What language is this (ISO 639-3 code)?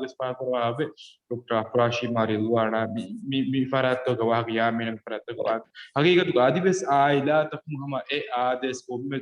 div